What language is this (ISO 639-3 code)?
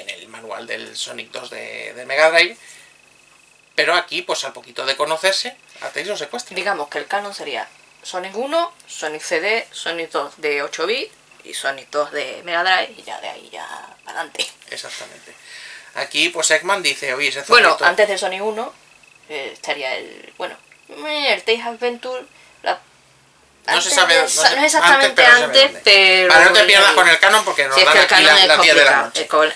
spa